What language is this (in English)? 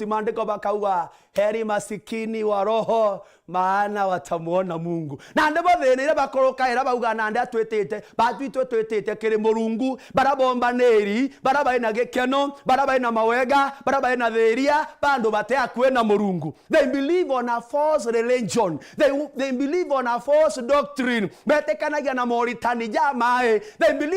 Meru